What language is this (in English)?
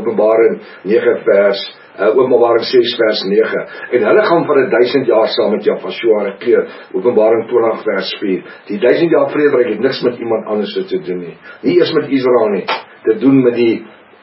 Afrikaans